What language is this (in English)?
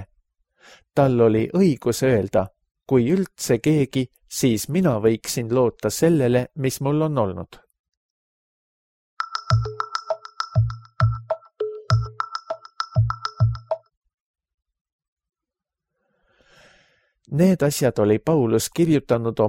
Estonian